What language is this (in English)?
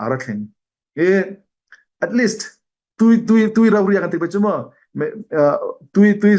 Falam Chin